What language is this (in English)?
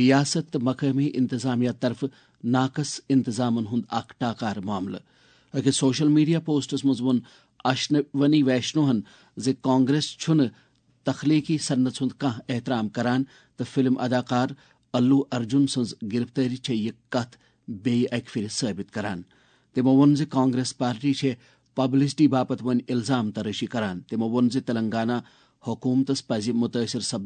Kashmiri